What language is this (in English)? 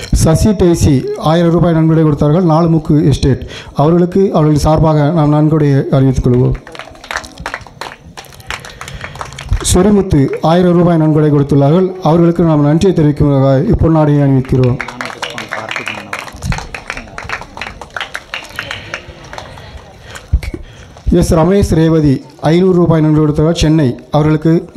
Tamil